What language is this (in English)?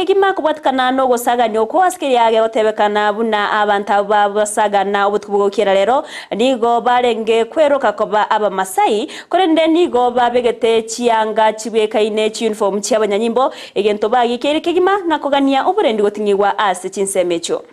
Gusii